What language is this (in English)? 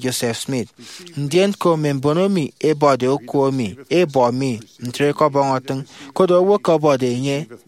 Efik